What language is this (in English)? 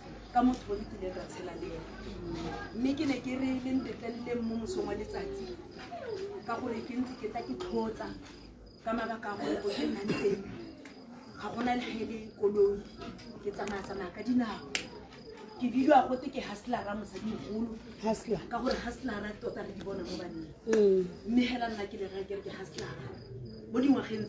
Tswana